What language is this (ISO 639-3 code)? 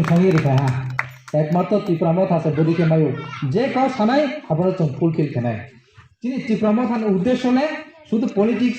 ria